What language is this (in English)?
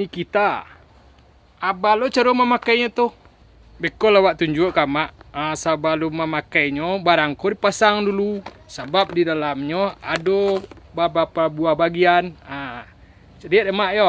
Minangkabau